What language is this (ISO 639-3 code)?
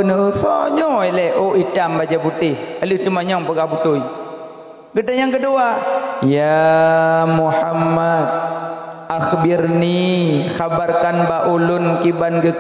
ace